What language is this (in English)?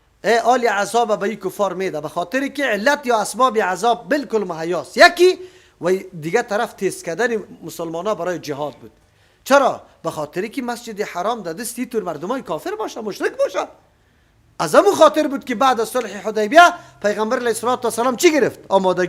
Persian